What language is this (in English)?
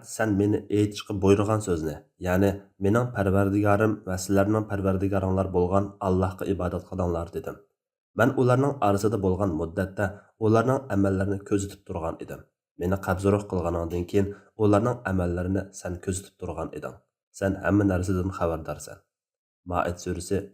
Uyghur